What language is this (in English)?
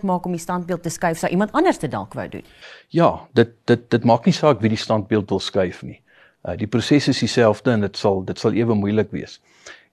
Afrikaans